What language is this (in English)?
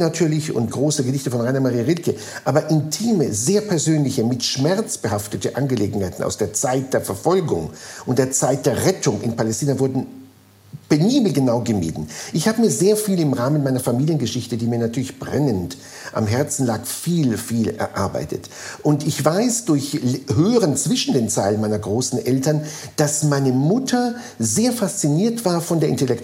German